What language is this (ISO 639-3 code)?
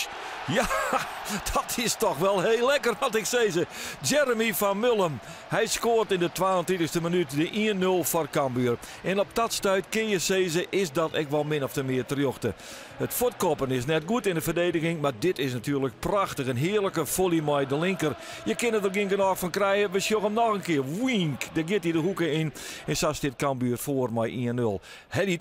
fry